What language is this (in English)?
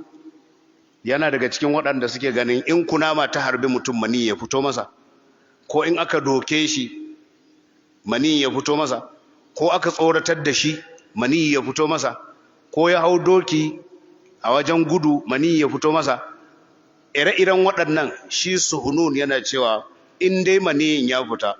Hausa